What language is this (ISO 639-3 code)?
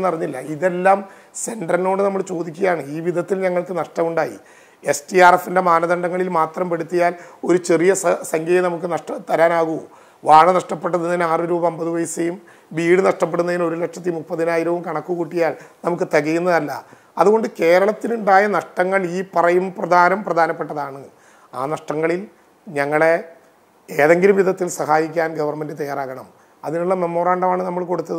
mal